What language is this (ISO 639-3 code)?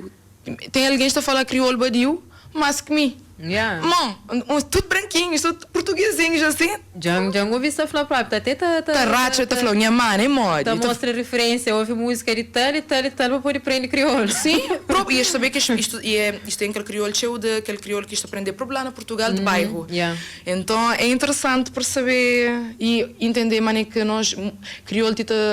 kea